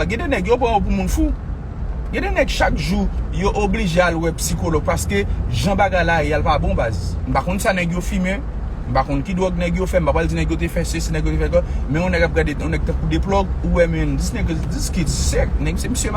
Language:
Haitian Creole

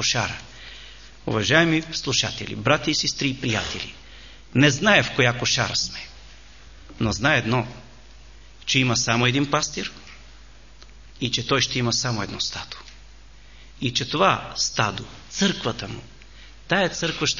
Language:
Bulgarian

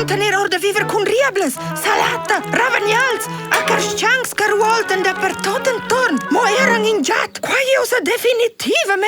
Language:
Romansh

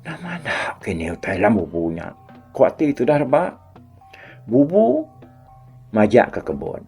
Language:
Iban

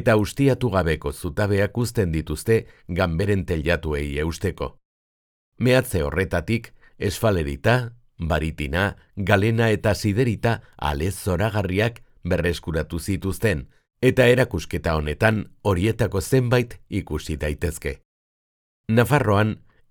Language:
Basque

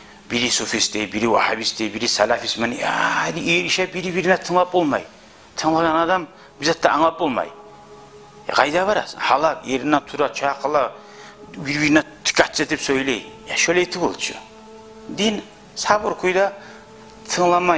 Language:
Kumyk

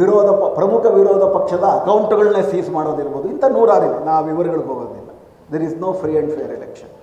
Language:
Kannada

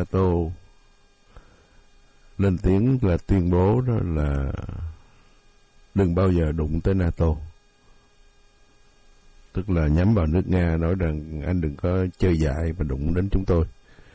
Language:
Vietnamese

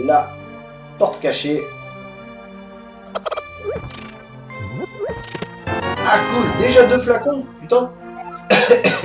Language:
French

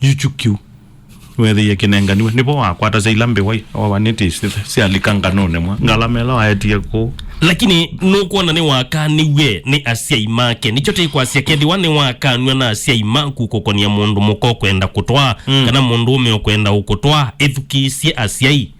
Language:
Kamba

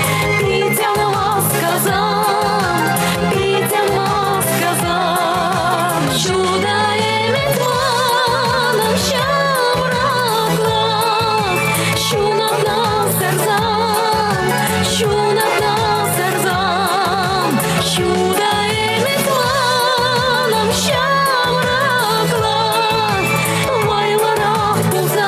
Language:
Chuvash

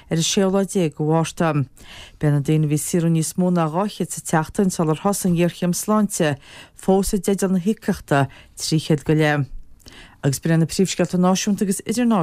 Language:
Irish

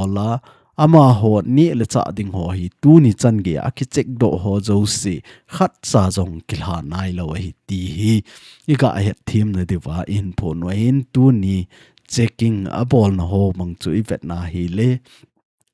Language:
Thado Chin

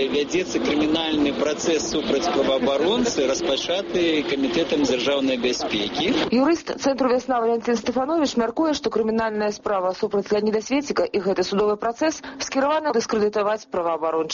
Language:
Belarusian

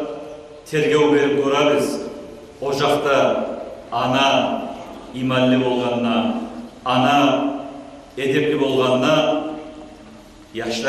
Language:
Kumyk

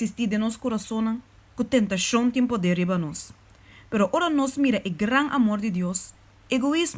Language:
Papiamento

